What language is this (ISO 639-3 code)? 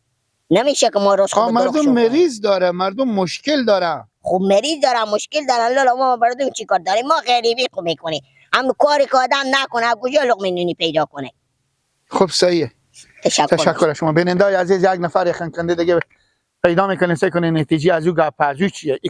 fas